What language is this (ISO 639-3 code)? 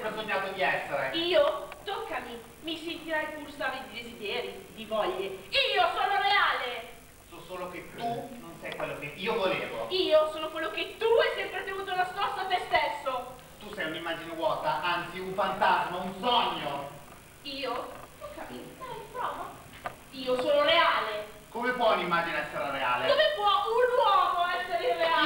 ita